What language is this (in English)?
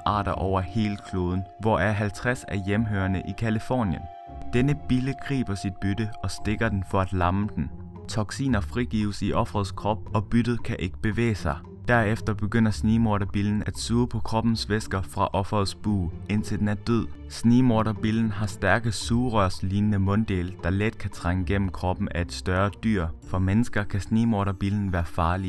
Danish